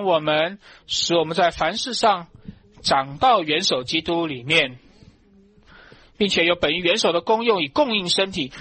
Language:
Chinese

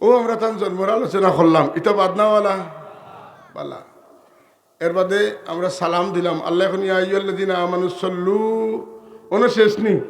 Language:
Sylheti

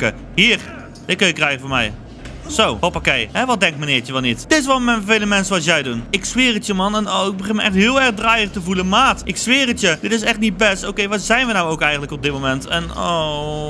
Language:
Dutch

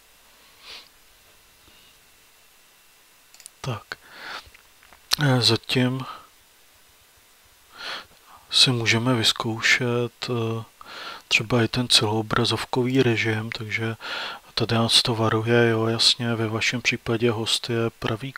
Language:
Czech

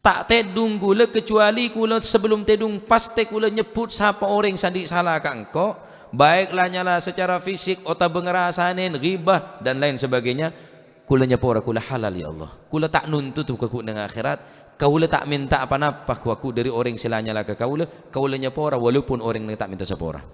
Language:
Madurese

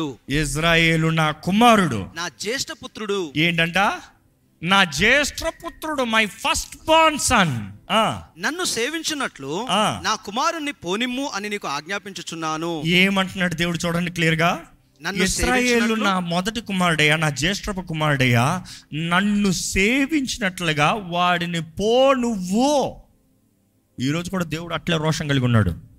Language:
Telugu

